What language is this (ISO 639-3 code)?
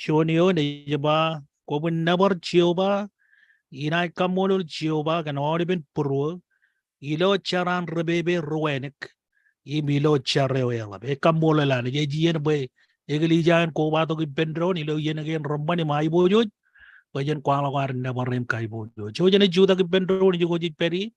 mah